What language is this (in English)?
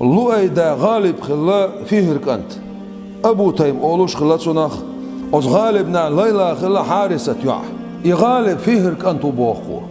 Chechen